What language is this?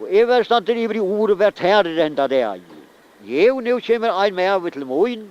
Faroese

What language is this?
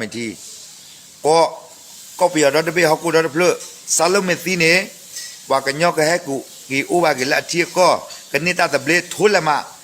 S'gaw Karen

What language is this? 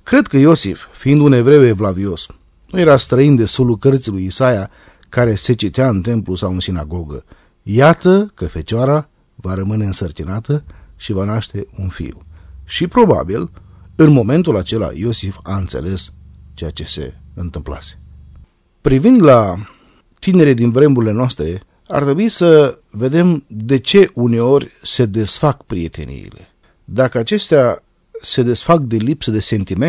Romanian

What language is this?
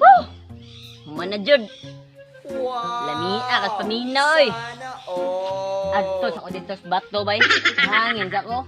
Cebuano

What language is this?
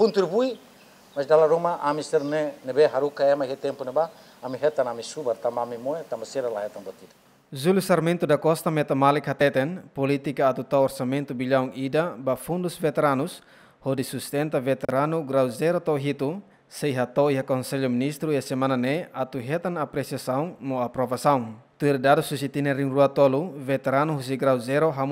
Tetum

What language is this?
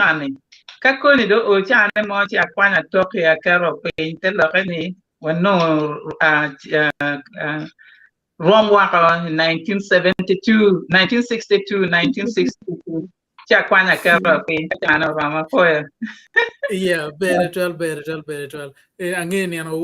Acoli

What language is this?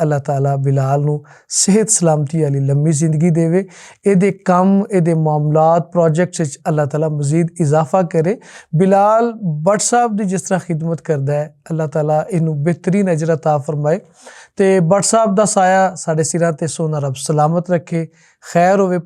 Western Panjabi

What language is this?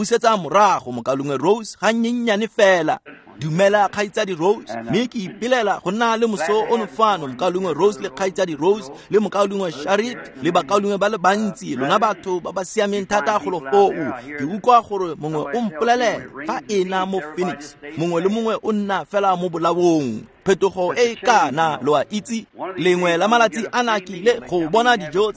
Tswana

